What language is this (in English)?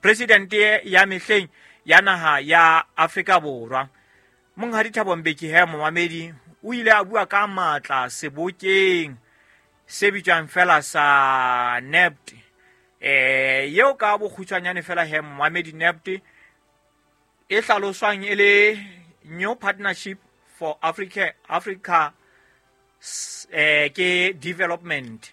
Southern Sotho